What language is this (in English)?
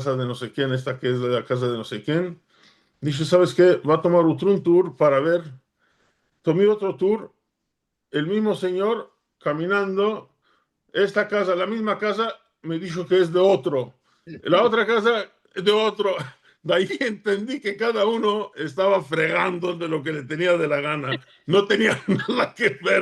Ladino